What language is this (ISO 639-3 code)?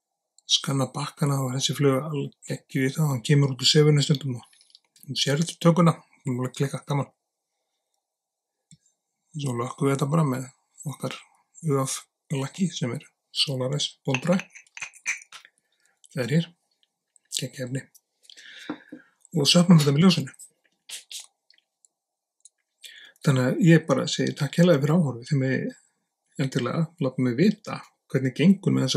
isl